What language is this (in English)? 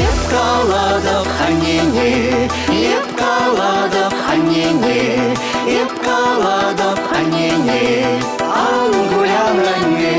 Chuvash